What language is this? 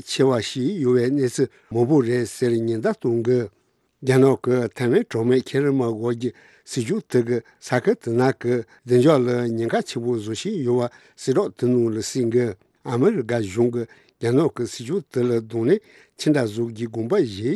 Tibetan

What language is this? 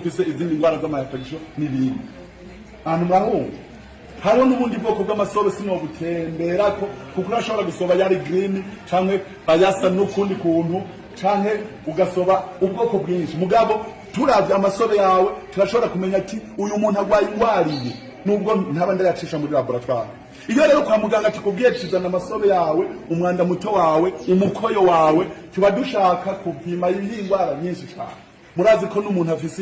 Rundi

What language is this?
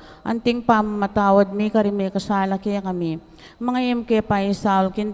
Pampanga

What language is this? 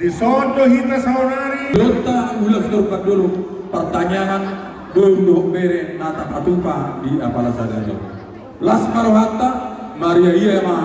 Batak Toba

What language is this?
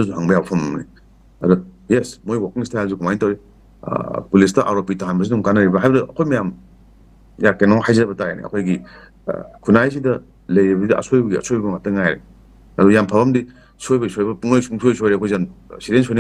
Manipuri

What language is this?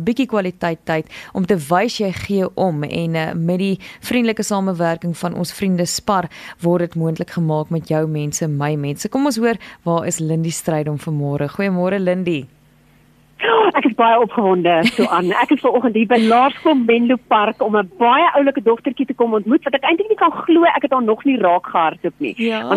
Afrikaans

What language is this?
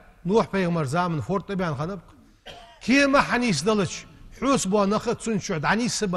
Ingush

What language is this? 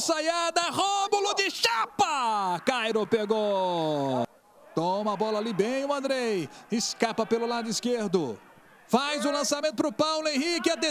Portuguese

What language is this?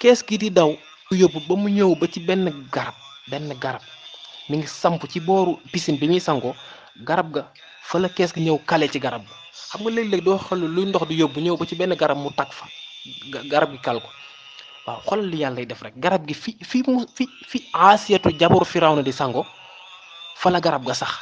Wolof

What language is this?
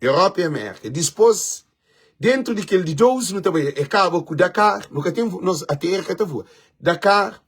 Kabuverdianu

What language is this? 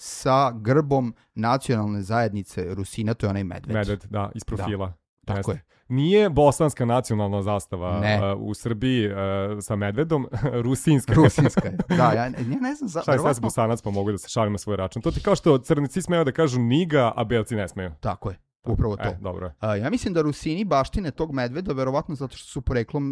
Serbian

